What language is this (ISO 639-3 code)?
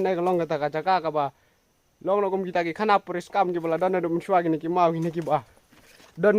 kha